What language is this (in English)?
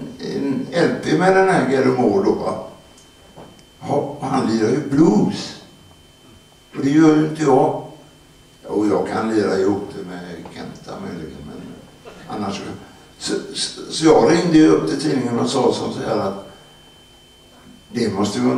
Swedish